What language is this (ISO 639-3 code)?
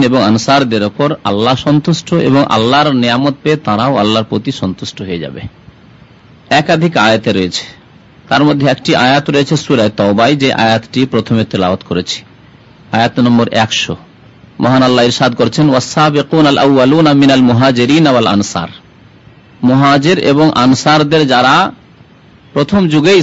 ben